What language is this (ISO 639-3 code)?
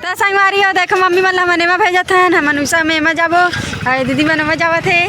hne